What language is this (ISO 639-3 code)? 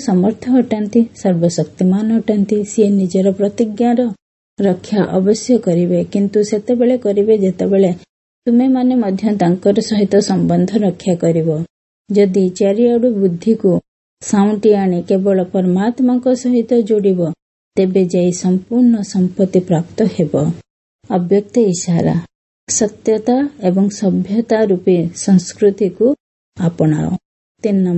ori